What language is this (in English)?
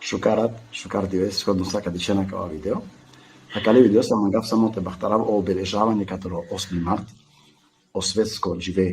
Balkan Romani